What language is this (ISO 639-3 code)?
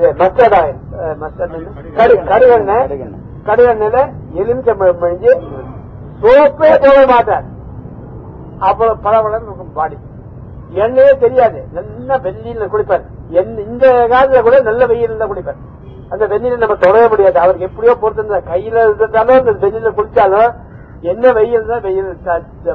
tam